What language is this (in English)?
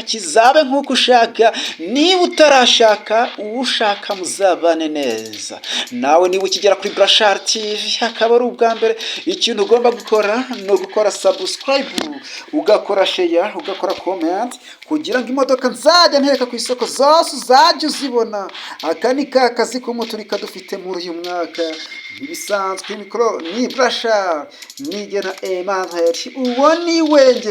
Kinyarwanda